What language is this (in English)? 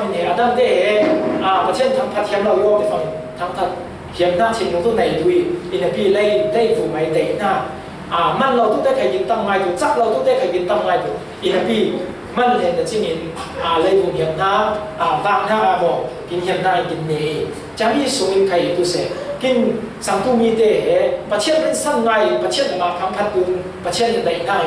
Falam Chin